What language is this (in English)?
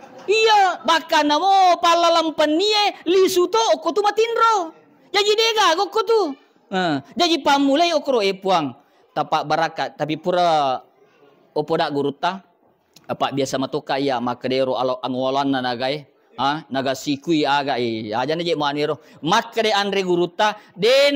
Buginese